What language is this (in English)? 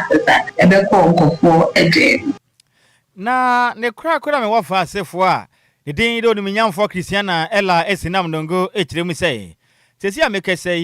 Akan